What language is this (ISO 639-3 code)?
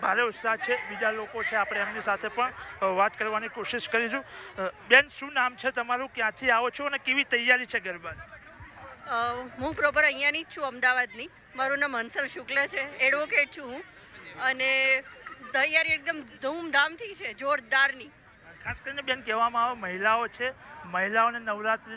guj